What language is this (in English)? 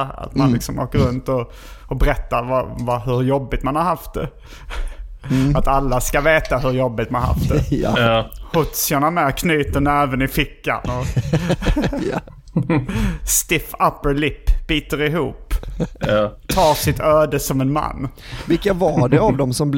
Swedish